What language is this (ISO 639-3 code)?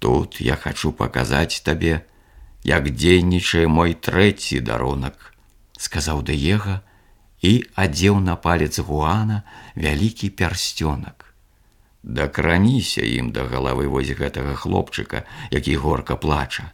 bel